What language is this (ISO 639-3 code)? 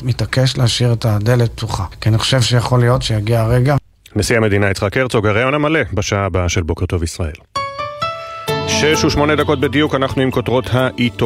heb